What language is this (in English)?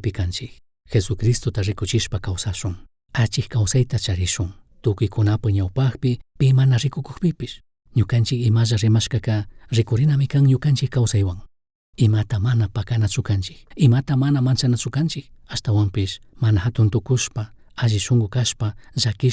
Chimborazo Highland Quichua